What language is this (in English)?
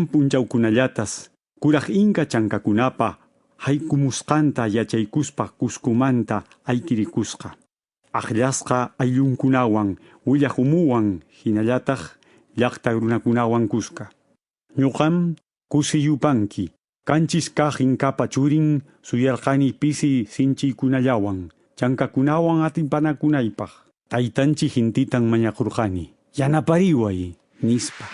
Quechua